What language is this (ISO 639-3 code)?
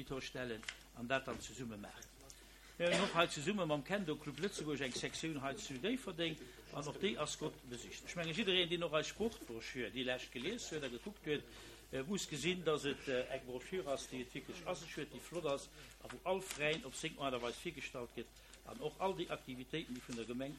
ltz